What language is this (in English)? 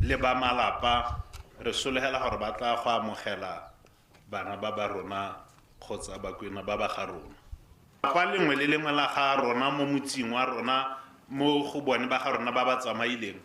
Tswana